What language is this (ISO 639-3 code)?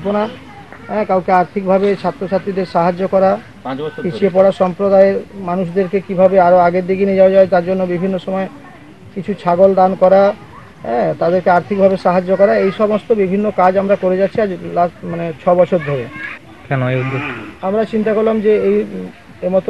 ben